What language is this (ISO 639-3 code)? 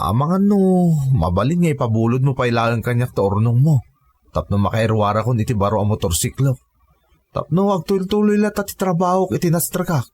ilo